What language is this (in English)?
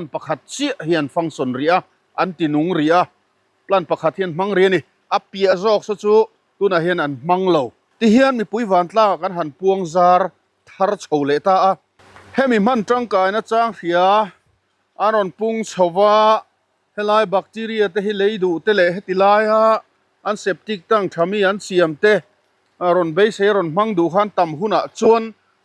Mizo